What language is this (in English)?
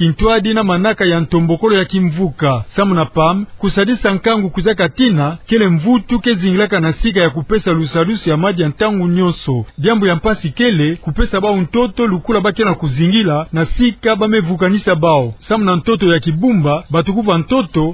Kituba (Democratic Republic of Congo)